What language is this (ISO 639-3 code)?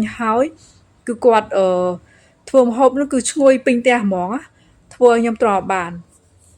khm